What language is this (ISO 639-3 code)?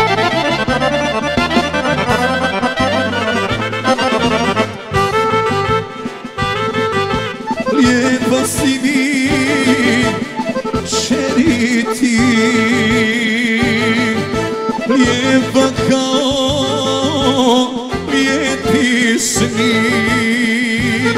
bos